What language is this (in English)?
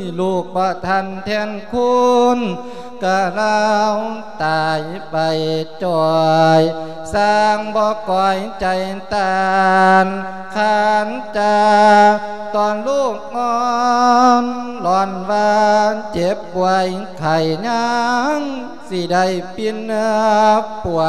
Lao